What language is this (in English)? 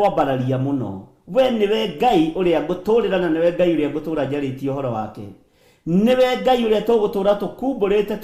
Kikuyu